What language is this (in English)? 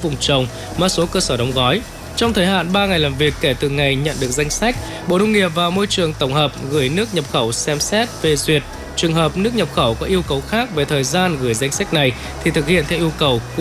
Vietnamese